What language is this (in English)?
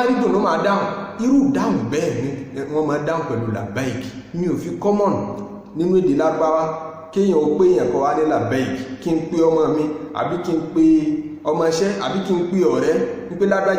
Yoruba